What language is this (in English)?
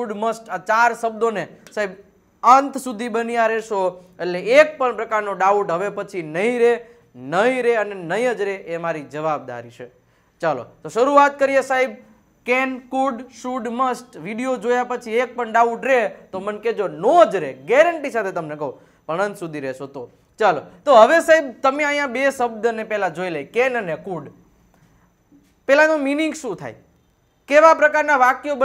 Gujarati